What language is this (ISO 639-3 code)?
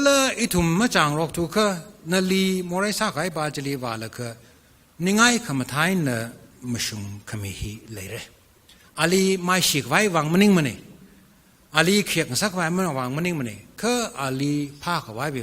nmf